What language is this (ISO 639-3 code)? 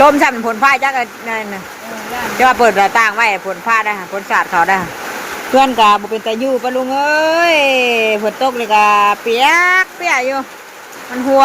tts